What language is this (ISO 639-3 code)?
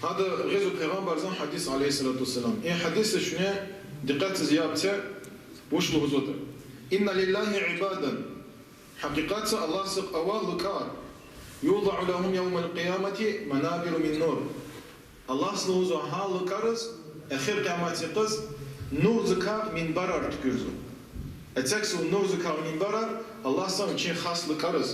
lez